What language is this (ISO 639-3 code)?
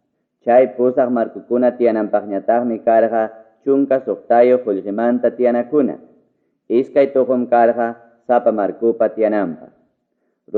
quy